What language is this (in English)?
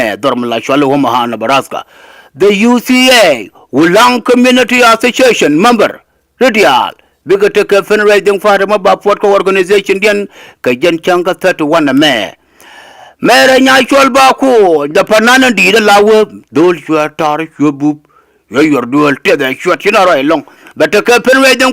Nuer